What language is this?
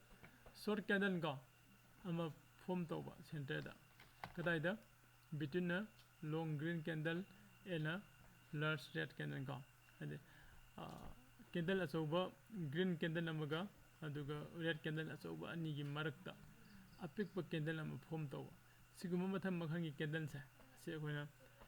Manipuri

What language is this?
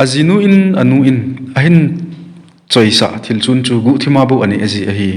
Thado Chin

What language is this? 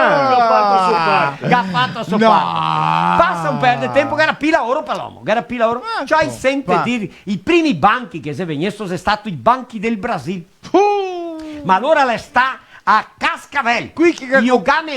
Venetian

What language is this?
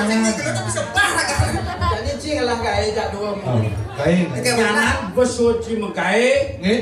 Balinese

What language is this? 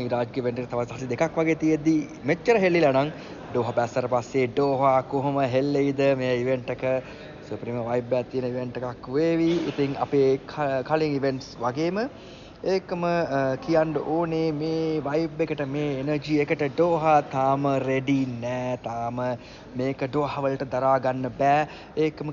Sinhala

